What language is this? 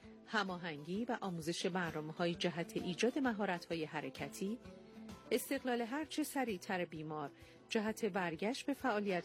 Persian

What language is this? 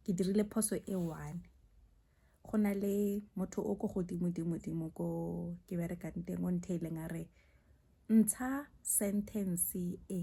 Tswana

